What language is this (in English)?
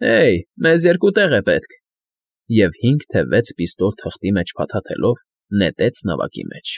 Armenian